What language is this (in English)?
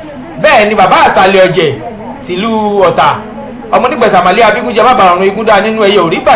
Yoruba